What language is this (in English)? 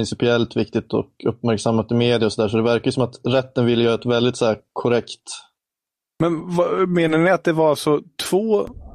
Swedish